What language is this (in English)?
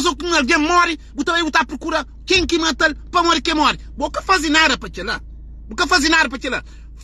Kabuverdianu